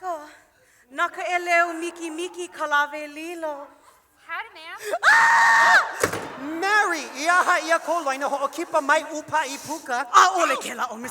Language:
Hawaiian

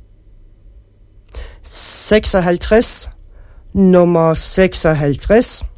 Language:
Danish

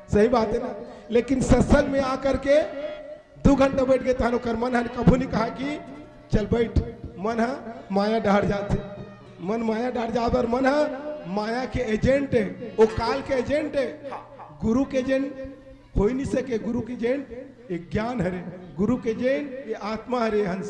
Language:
Chhattisgarhi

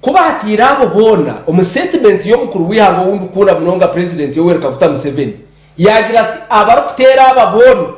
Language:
Nyankole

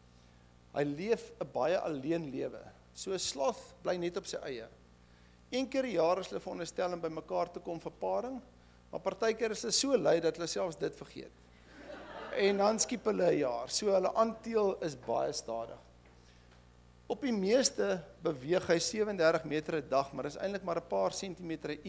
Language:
Afrikaans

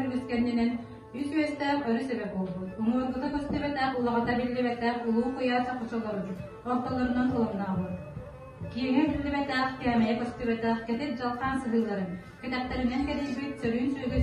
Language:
Yakut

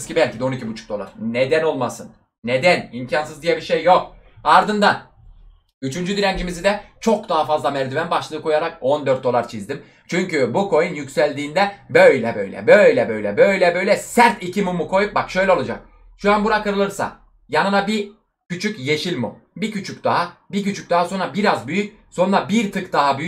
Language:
Turkish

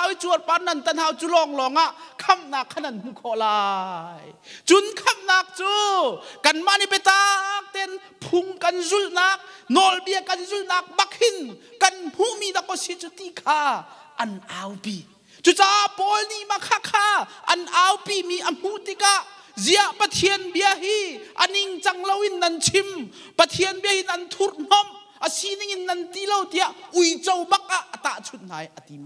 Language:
Hakha Chin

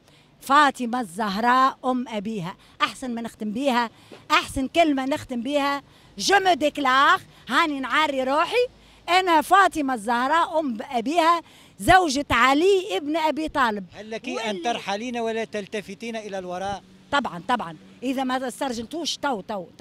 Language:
Tunisian Arabic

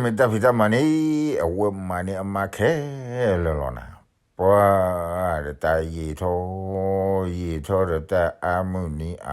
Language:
S'gaw Karen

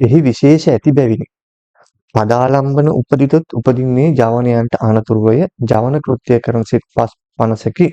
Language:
Sinhala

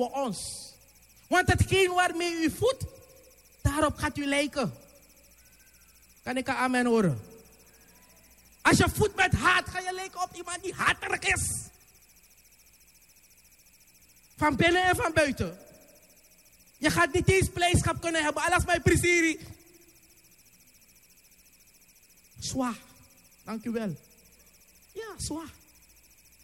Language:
Dutch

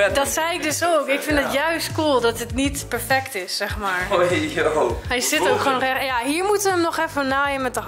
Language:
Dutch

